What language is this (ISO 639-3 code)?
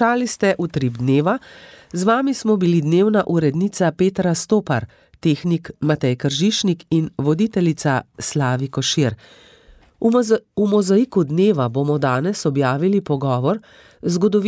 slv